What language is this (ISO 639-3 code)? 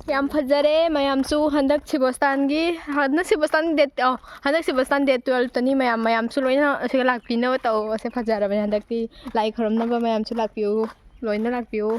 mni